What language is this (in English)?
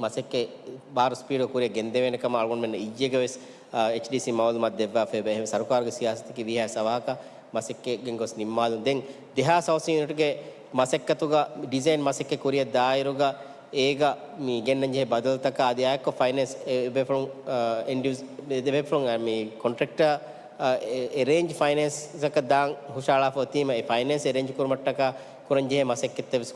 Divehi